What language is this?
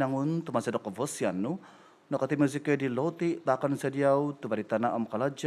Central Dusun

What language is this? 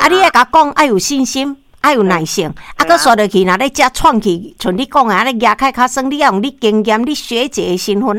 Min Nan Chinese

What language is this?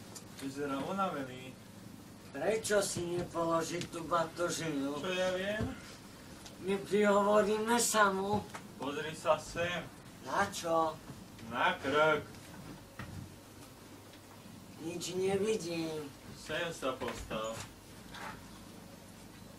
Slovak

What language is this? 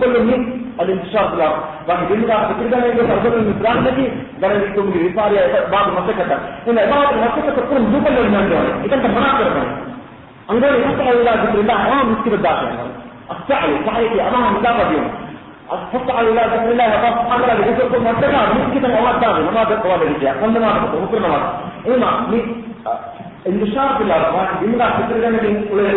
Divehi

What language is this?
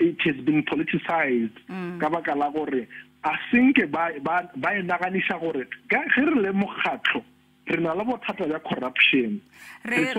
Northern Sotho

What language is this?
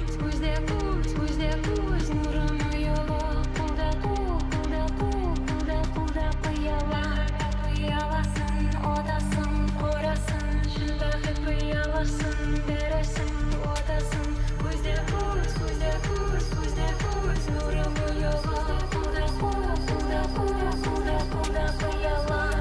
Kara-Kalpak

